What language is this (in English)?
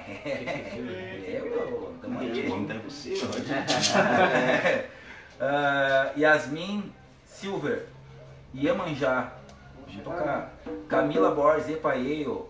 Portuguese